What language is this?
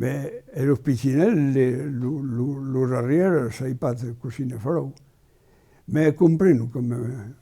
Occitan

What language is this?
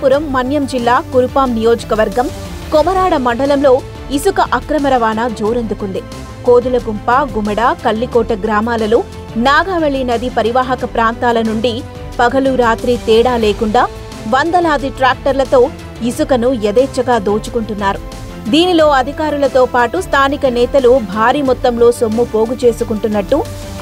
Telugu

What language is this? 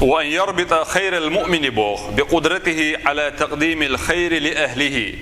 Chechen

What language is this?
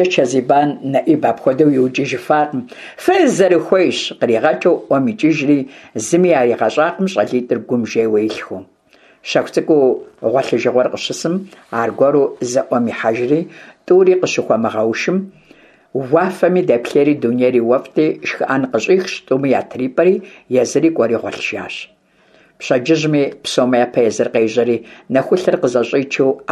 Kabardian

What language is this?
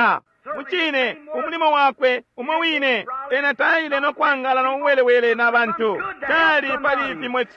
Bemba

